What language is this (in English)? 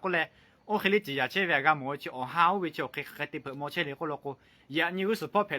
Lahu